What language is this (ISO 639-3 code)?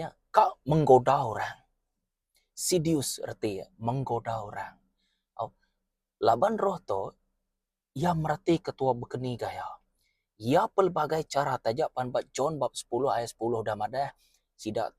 iba